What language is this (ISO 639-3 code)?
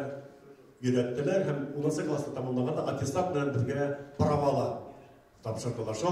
bak